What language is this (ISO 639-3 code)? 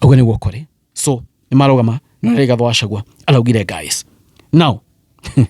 kik